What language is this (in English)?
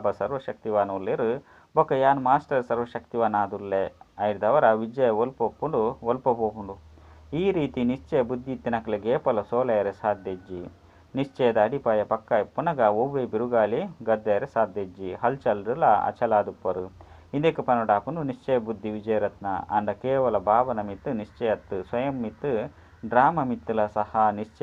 Tulu